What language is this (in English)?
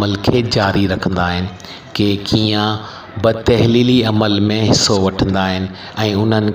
Sindhi